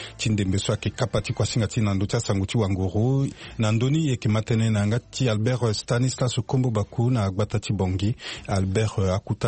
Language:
Sango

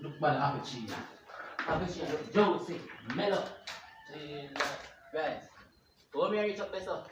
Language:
Jamaican Creole English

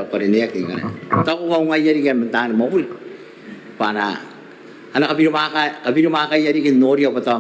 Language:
Gilbertese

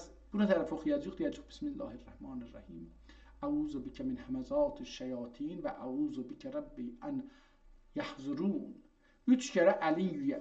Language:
South Azerbaijani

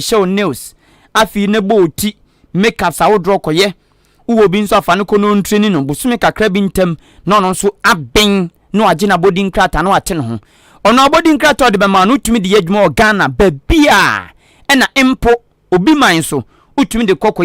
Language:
Akan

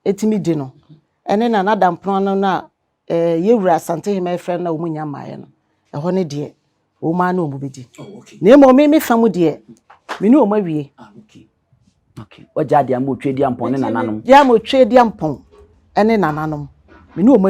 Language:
Akan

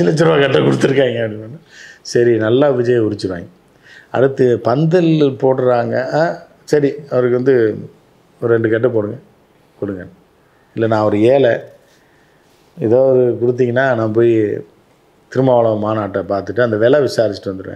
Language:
Tamil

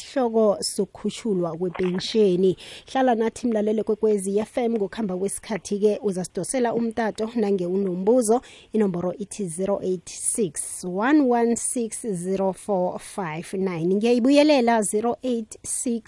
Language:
South Ndebele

